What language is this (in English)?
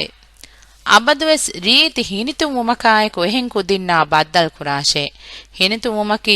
Divehi